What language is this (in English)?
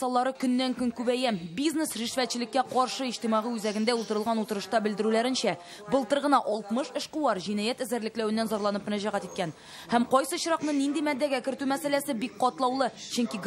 Tatar